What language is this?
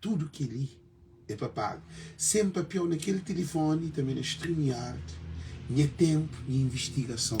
Kabuverdianu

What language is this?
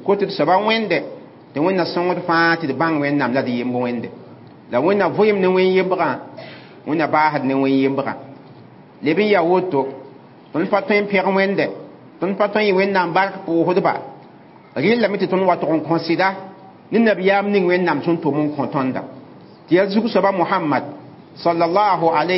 Mossi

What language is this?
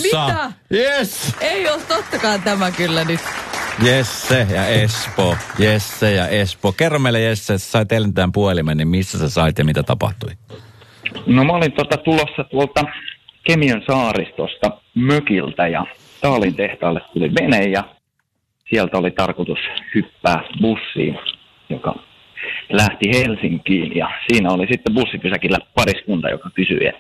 Finnish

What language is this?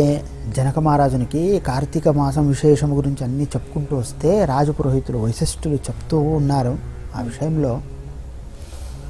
Telugu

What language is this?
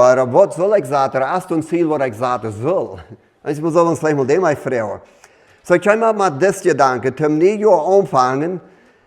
Plautdietsch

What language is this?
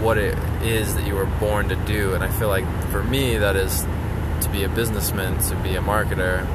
English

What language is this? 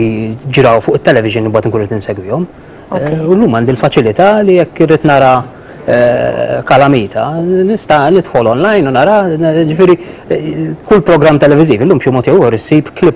Maltese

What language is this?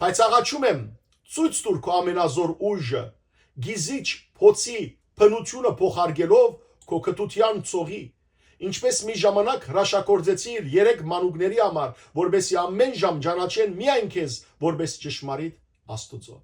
Western Armenian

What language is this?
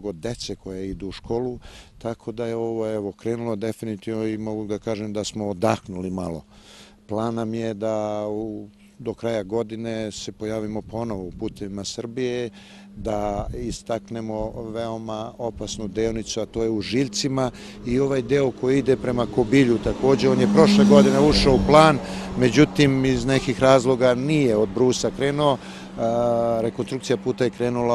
Serbian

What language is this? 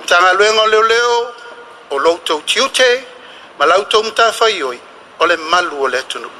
Samoan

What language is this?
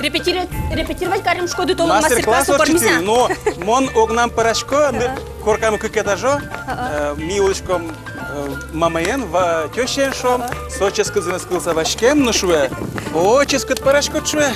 Udmurt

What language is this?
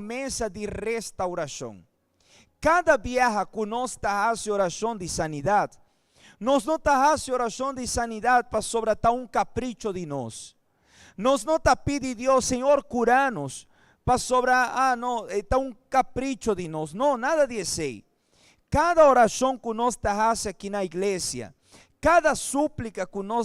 Papiamento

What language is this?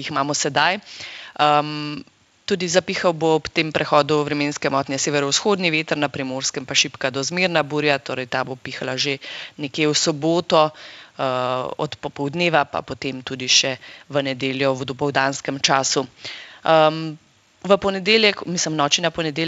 Slovenian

